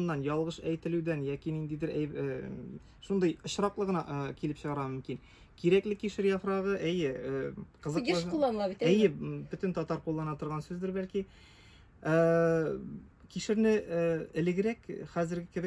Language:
Tatar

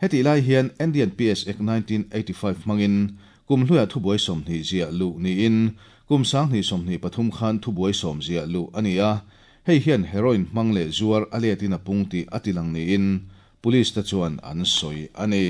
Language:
Mizo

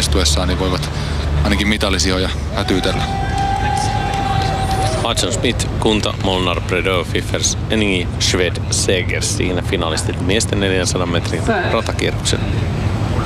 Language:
Finnish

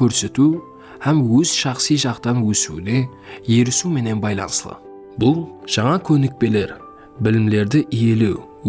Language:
Kara-Kalpak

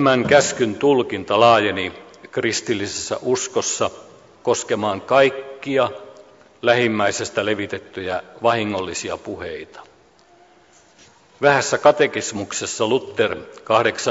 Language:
Finnish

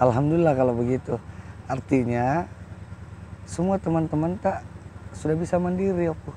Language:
Makassar Malay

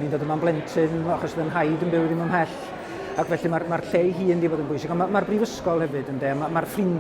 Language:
Welsh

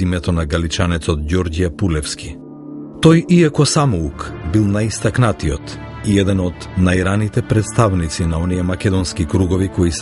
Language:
Macedonian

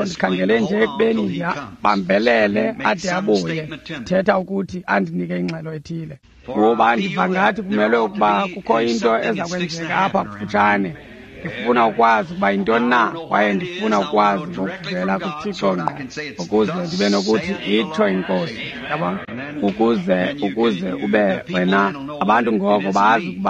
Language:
Xhosa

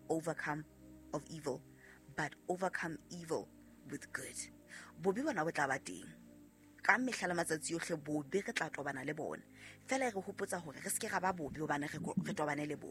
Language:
Southern Sotho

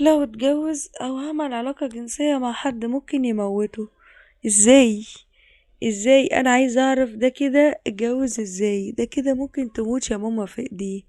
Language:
Egyptian Arabic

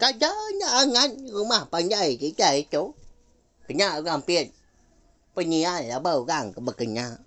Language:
Iban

